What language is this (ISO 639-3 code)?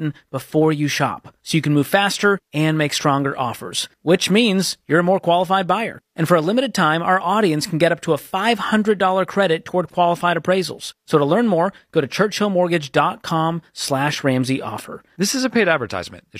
eng